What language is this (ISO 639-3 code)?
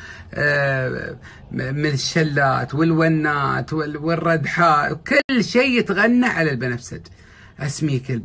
afb